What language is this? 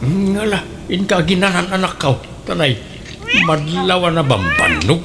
Iloko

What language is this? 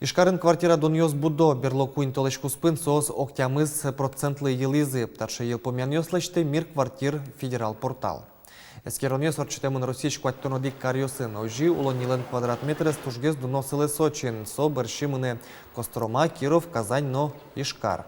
Udmurt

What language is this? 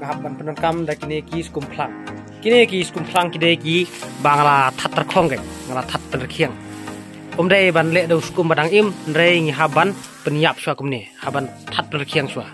Khasi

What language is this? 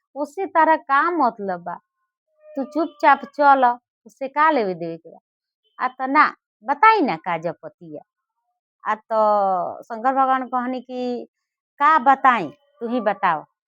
Bhojpuri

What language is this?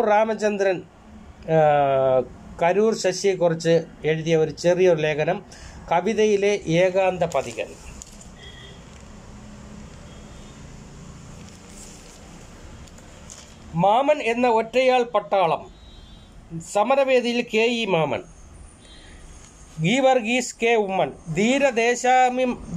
Malayalam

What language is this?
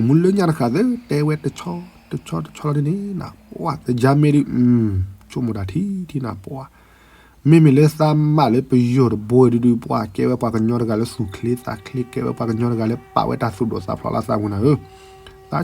S'gaw Karen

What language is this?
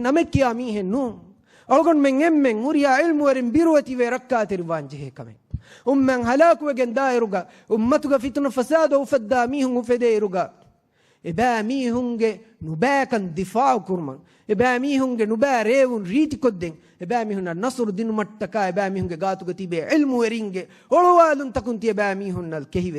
Divehi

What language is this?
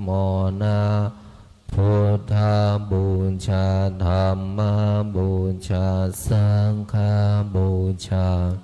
Pali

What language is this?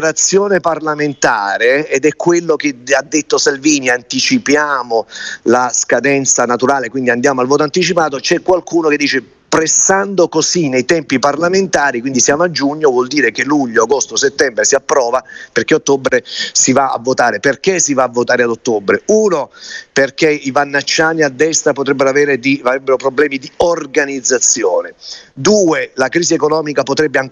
Italian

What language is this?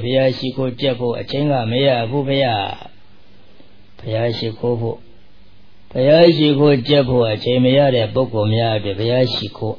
Burmese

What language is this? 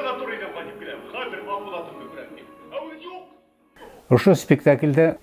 Bashkir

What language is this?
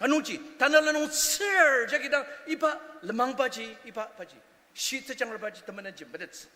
Ao Naga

